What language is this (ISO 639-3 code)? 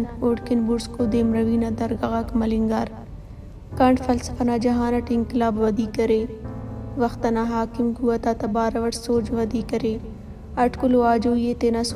brh